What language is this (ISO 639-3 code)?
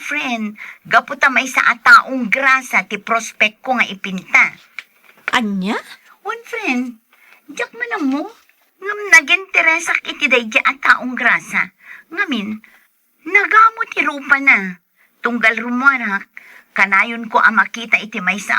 ilo